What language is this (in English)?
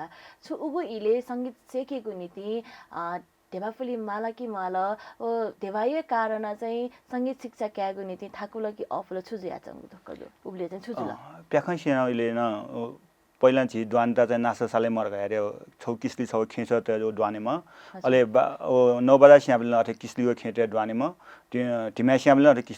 Newari